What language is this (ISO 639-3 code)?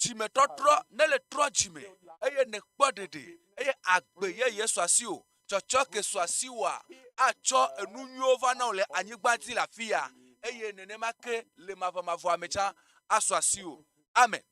ewe